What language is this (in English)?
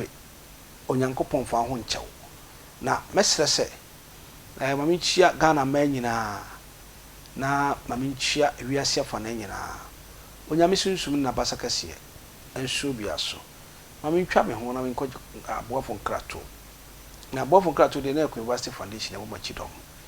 Akan